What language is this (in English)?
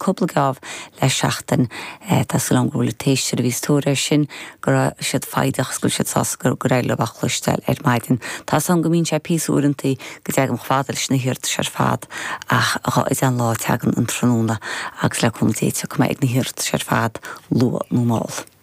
Irish